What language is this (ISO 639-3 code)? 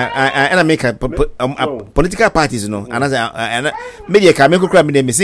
aka